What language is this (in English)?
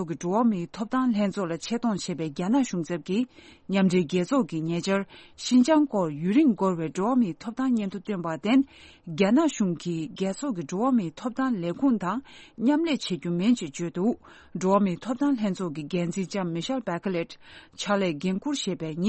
Tibetan